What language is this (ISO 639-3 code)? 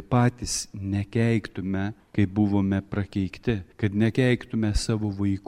lit